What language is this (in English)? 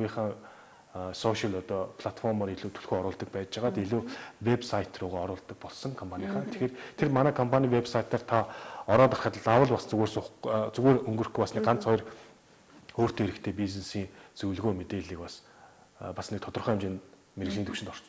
Mongolian